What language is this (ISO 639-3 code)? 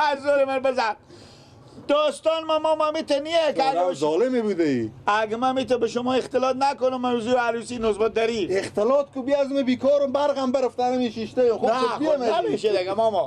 fas